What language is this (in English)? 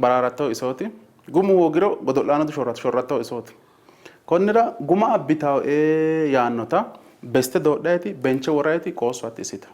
Sidamo